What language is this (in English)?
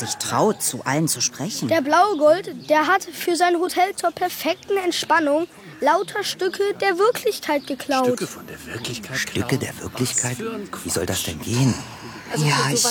German